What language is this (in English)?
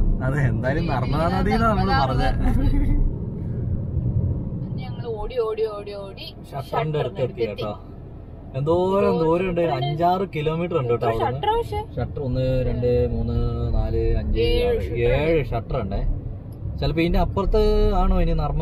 Malayalam